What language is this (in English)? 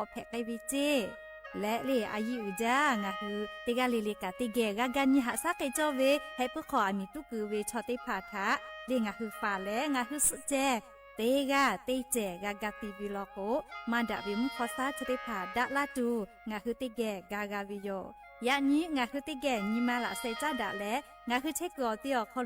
Lahu